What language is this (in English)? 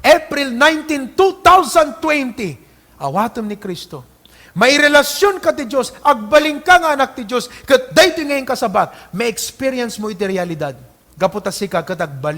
Iloko